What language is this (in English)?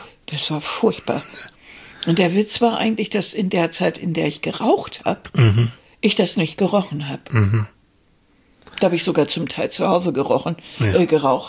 German